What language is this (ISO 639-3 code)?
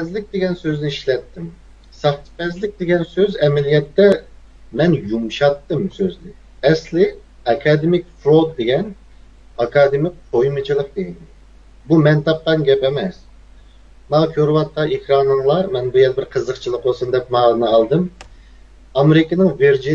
uig